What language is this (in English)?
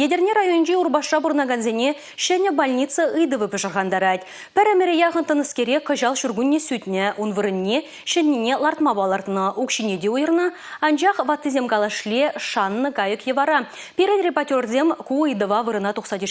Chuvash